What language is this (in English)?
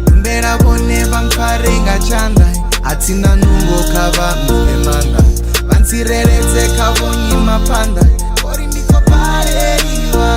Venda